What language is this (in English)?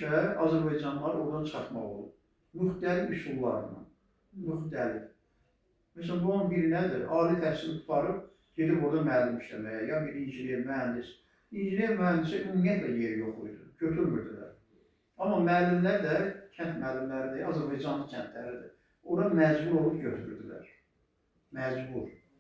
Azerbaijani